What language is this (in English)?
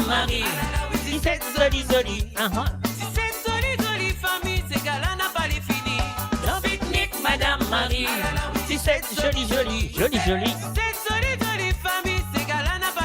Morisyen